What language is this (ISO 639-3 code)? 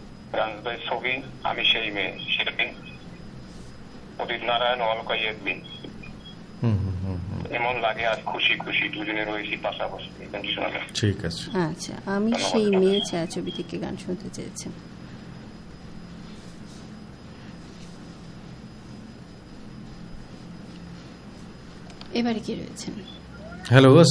ben